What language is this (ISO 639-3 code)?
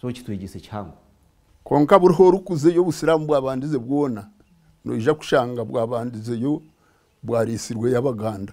nyn